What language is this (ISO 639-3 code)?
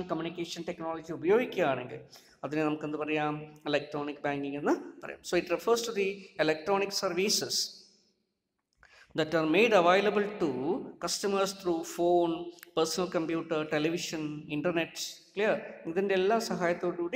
mal